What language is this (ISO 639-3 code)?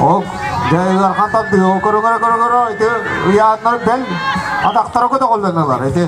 sah